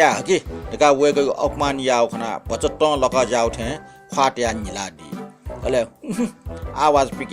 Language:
Newari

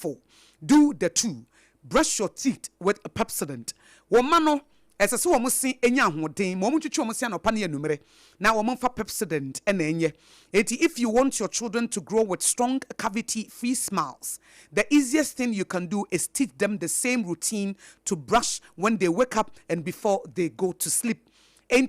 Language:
Akan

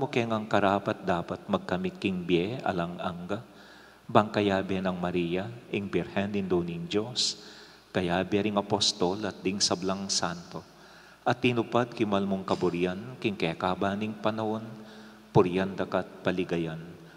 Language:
Pampanga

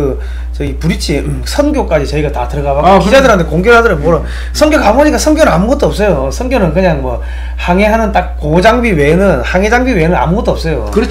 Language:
Korean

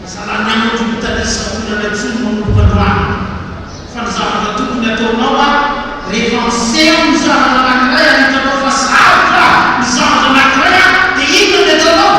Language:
Malagasy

